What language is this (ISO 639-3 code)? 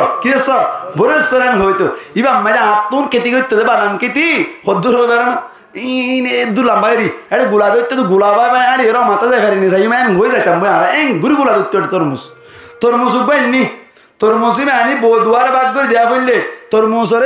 rhg